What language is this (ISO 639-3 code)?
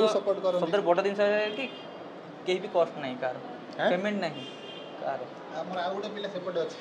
ori